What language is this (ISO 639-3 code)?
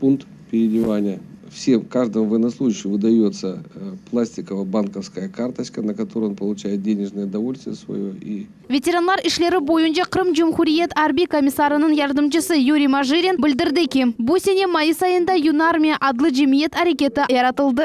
crh